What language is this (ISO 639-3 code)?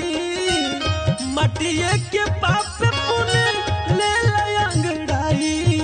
bho